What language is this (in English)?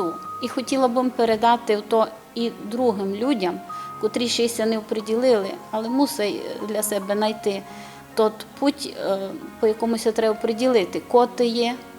Rusyn